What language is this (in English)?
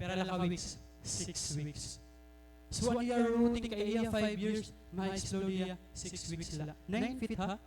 Waray